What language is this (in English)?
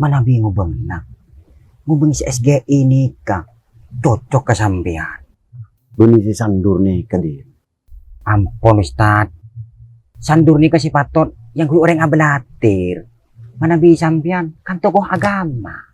Madurese